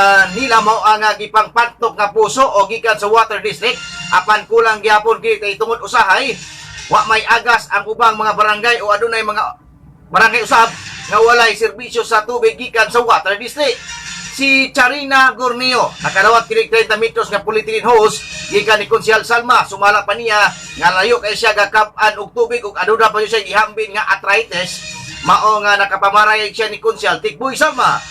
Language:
Cebuano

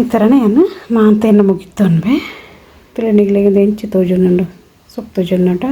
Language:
Tulu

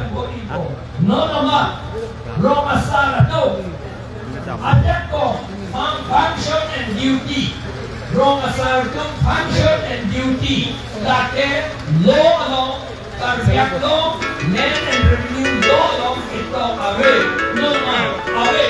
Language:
Karbi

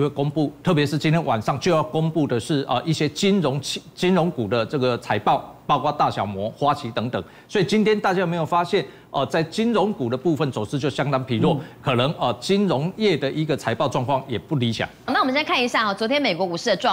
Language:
Chinese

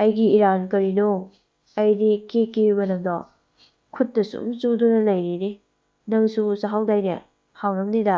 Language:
Manipuri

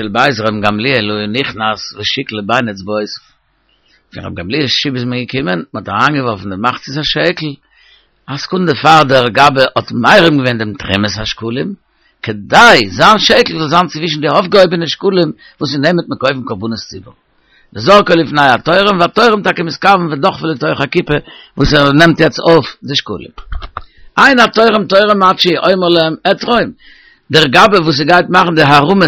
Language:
Yiddish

